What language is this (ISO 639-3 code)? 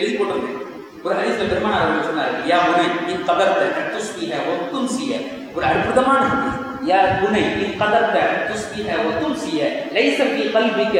tam